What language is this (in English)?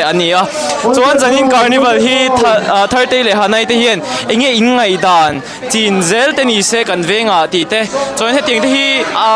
Mizo